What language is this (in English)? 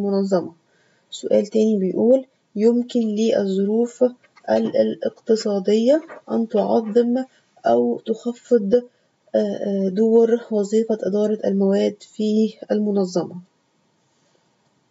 Egyptian Arabic